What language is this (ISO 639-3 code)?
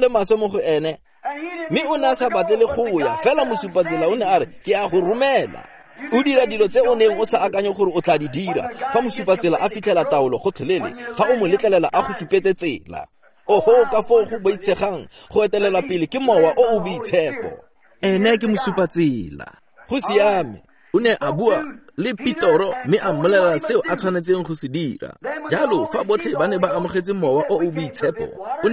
tsn